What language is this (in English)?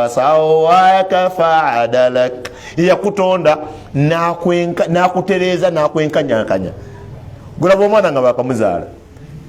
Ganda